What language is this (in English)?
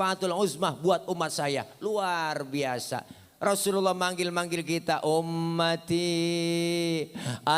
Betawi